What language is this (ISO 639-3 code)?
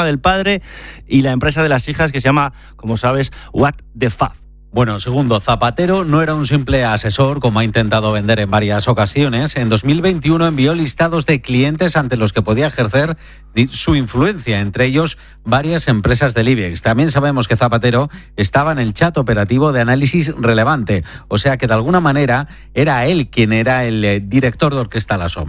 spa